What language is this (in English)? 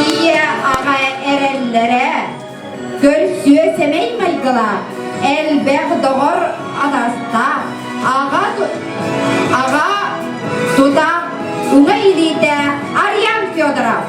Yakut